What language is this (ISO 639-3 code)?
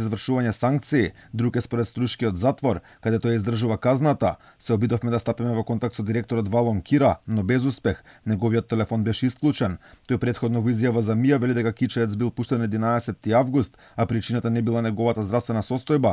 mkd